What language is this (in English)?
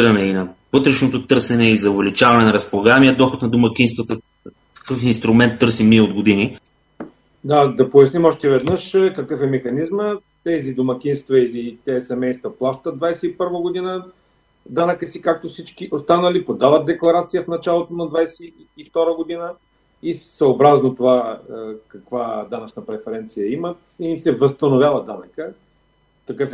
Bulgarian